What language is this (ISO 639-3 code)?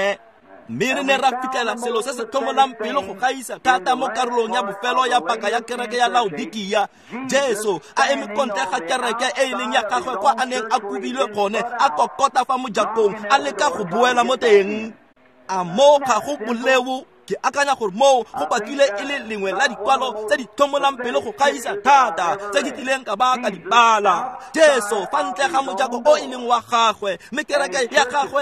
tsn